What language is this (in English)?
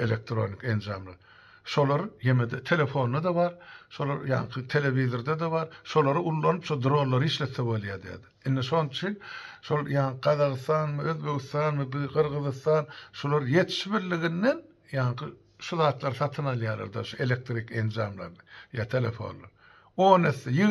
Turkmen